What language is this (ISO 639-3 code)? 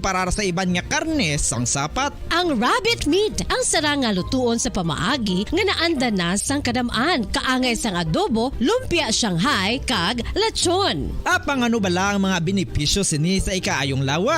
hil